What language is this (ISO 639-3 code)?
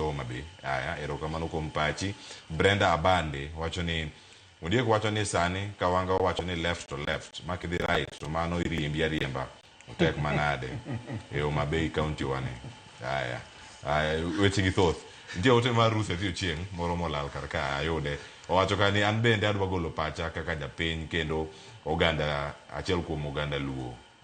luo